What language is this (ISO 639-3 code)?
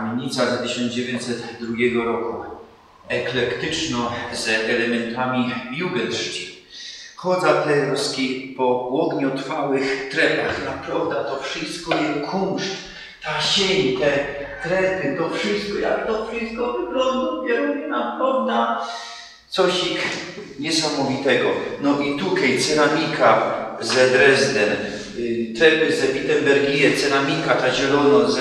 szl